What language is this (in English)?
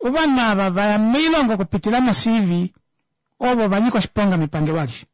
Kuanyama